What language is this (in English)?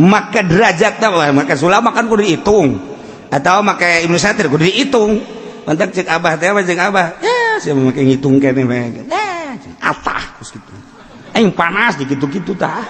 Sundanese